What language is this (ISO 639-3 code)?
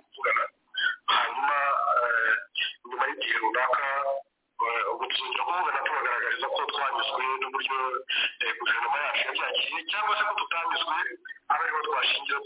kin